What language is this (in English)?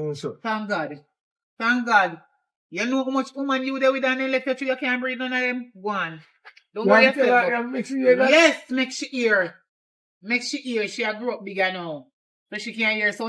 Jamaican Creole English